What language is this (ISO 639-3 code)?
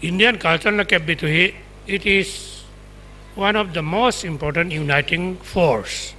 pck